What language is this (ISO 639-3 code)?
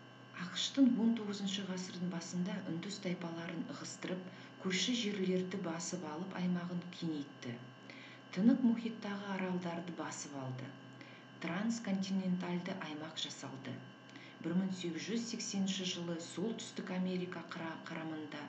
kaz